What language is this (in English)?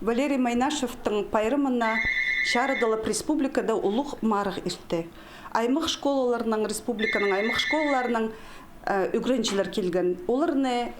Khakas